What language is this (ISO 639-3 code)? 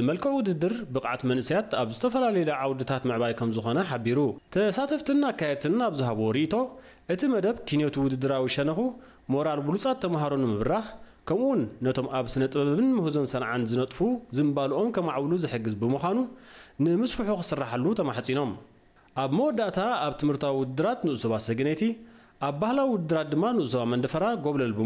tir